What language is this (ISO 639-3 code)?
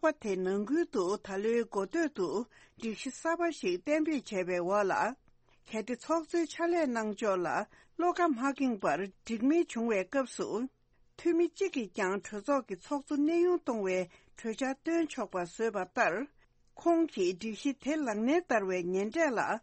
bod